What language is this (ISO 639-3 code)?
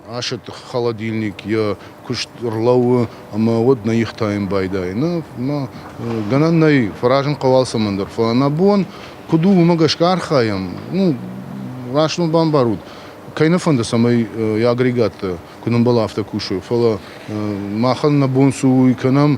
oss